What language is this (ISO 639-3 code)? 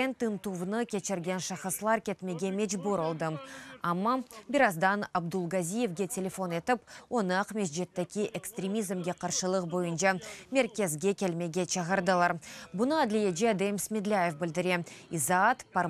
crh